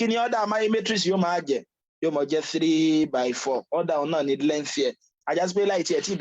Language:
Yoruba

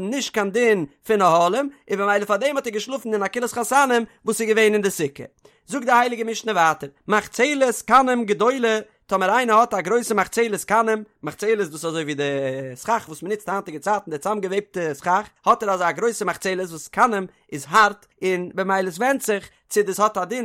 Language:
Yiddish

